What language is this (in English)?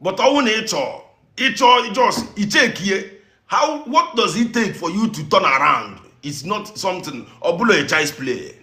Igbo